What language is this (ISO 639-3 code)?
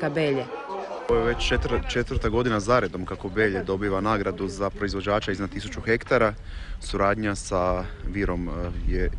hrv